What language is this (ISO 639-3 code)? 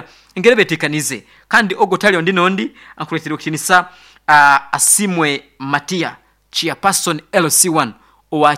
nyn